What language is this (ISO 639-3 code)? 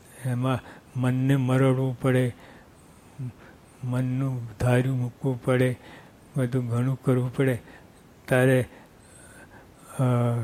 guj